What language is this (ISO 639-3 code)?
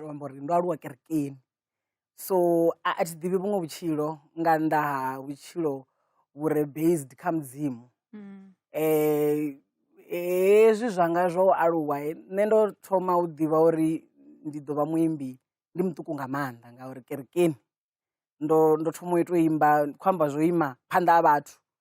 ven